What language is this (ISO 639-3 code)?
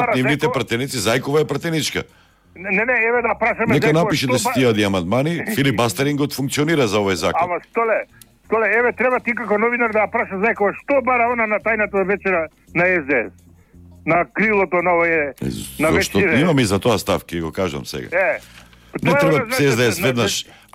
mkd